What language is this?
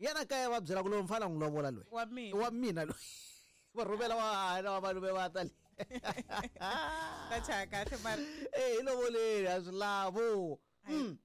Tsonga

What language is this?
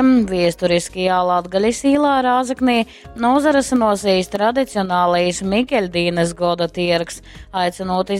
Latgalian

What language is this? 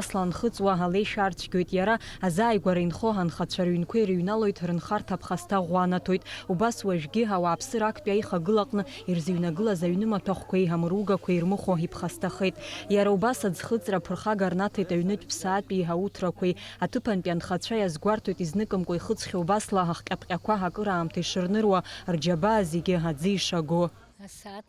Abkhazian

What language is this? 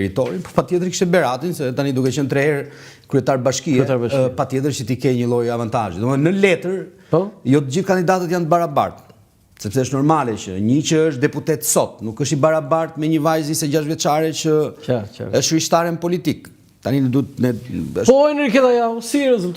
Albanian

